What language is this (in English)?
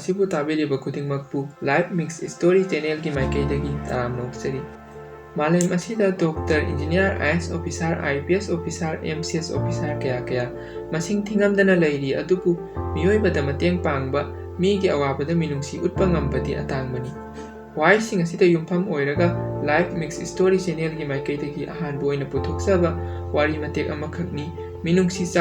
Manipuri